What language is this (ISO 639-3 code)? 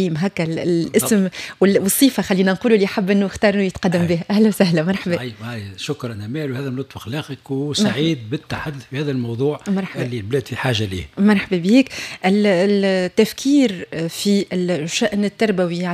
aeb